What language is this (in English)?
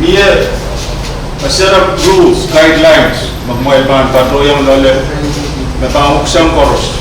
Pohnpeian